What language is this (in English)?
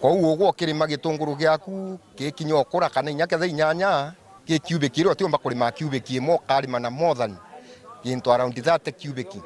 Meru